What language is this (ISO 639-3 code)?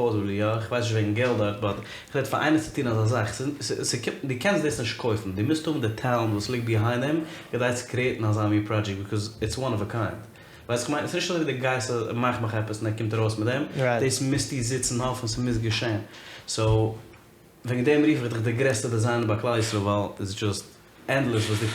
yid